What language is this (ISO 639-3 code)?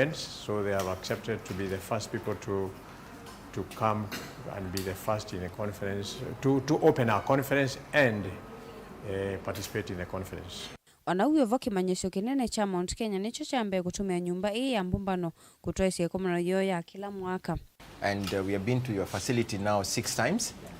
kam